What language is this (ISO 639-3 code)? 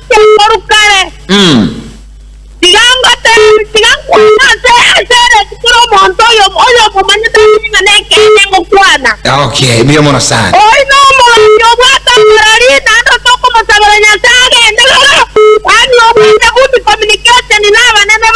guz